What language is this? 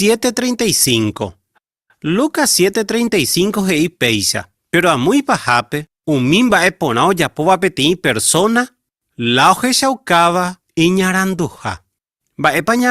Guarani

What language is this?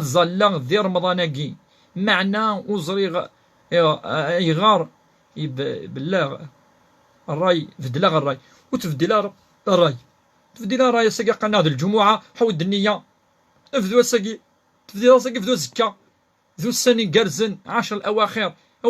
Kabyle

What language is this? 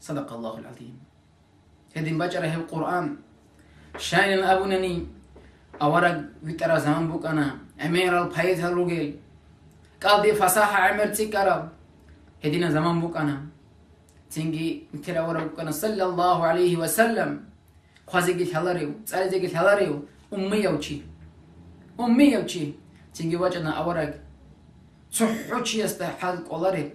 Avaric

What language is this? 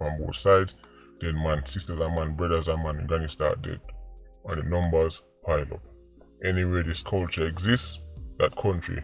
Jamaican Creole English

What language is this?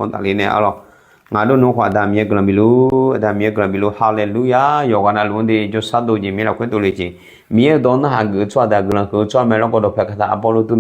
Akha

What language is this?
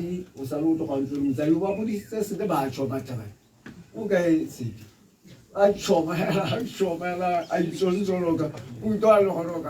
Tswana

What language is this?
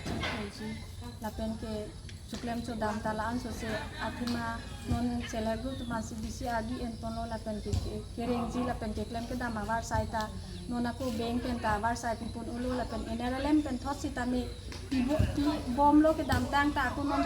Karbi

